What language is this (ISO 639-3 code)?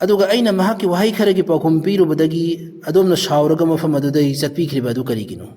mni